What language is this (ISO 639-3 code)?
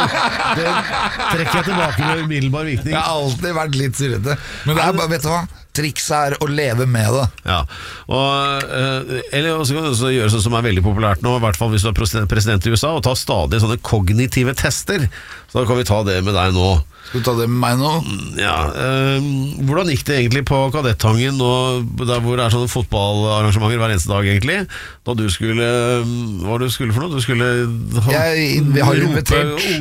nor